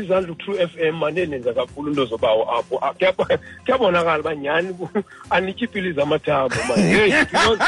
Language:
Xhosa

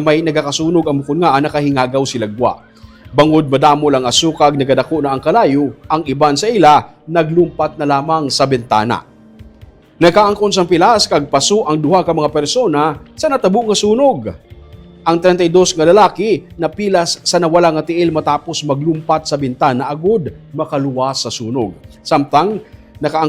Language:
Hiligaynon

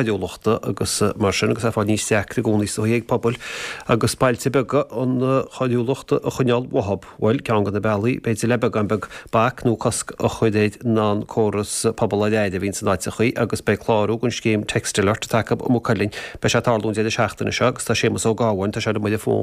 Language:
Irish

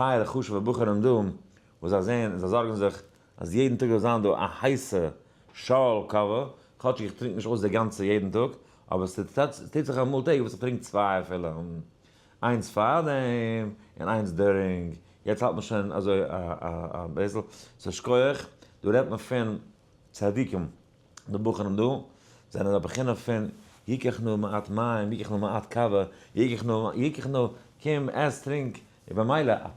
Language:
Yiddish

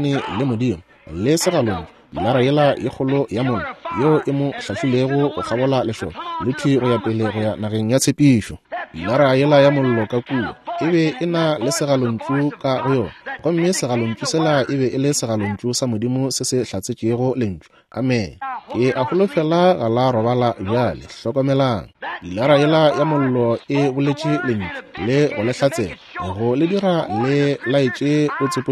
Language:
Northern Sotho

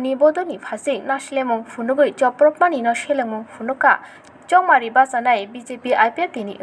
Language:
Kok Borok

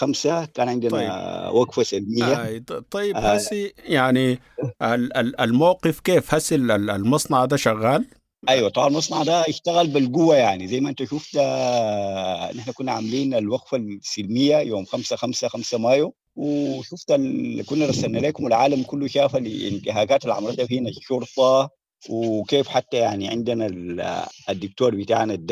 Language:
Sudanese Arabic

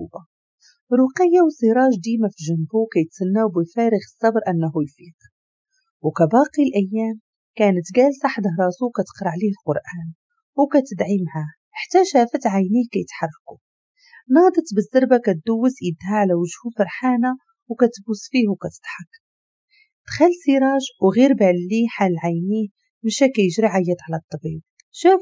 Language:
Moroccan Arabic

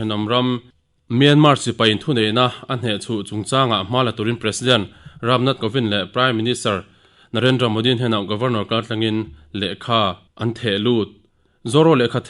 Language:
Mizo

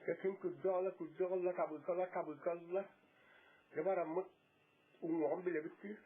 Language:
Yakut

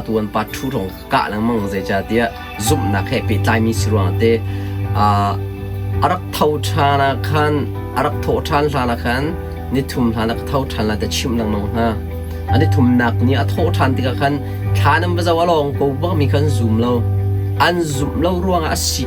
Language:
Hakha Chin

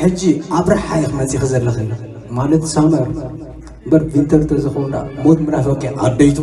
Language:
Tigrinya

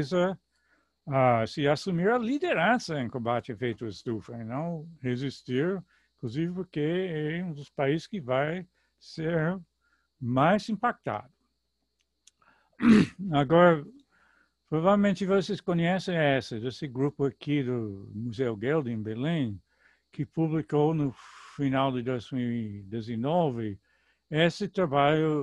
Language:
Portuguese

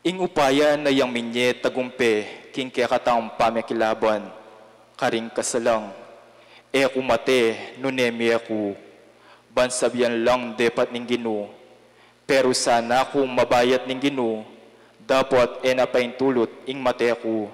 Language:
Pampanga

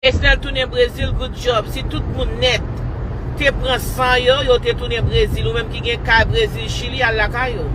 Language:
Haitian Creole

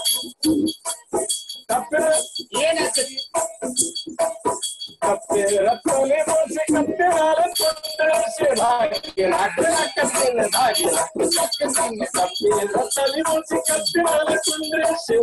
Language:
Kannada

